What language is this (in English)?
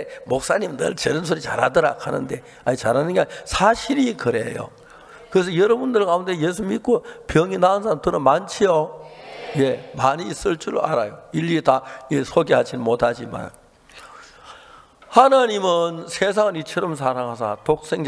Korean